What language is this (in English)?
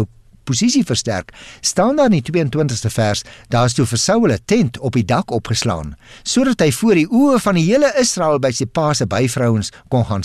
Afrikaans